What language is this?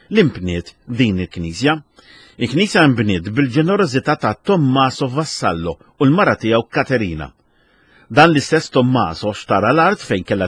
Maltese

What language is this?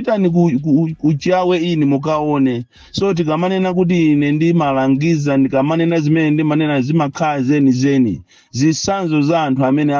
Nyanja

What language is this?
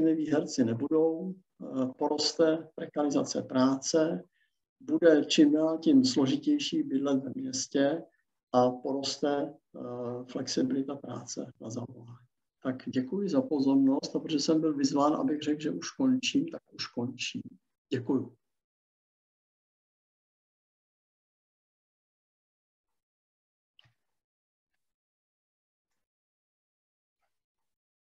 Czech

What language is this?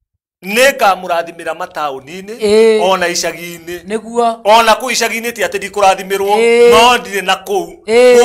Kikuyu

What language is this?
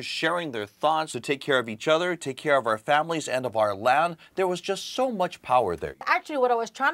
Hawaiian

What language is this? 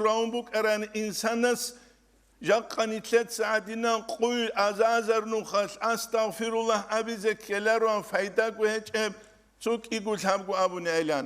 Avaric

